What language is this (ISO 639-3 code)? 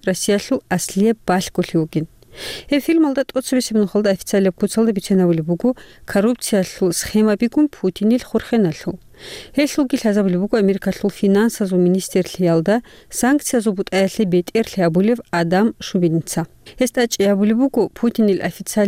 ava